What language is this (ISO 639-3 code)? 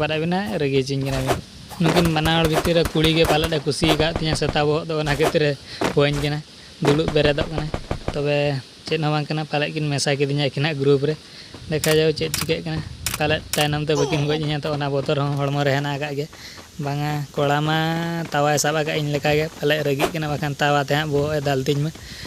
sat